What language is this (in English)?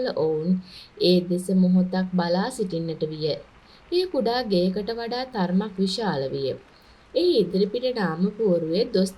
Sinhala